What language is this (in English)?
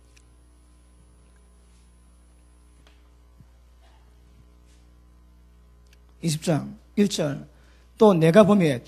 Korean